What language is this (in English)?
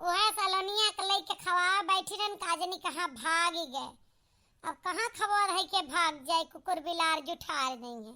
Awadhi